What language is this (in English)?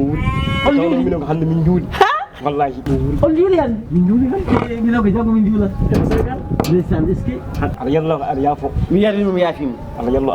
Fula